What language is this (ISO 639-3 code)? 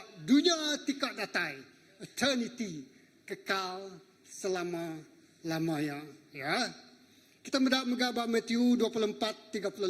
iba